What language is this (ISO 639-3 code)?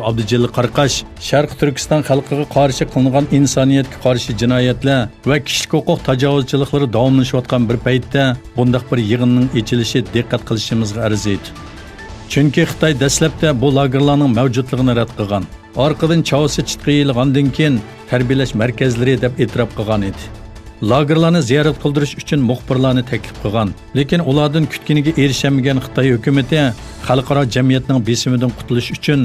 uig